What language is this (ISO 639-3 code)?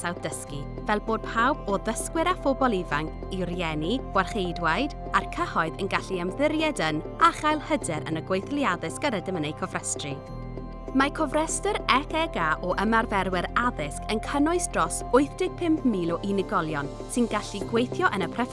cym